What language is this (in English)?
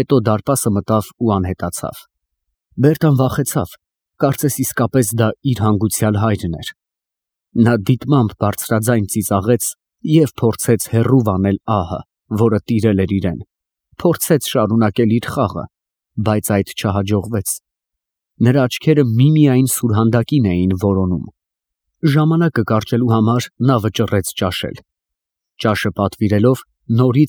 Armenian